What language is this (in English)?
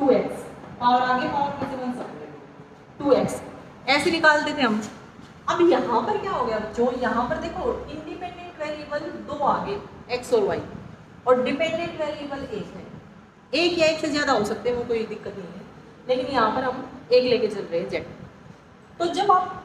Hindi